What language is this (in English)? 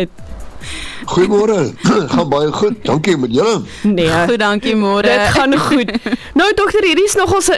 Afrikaans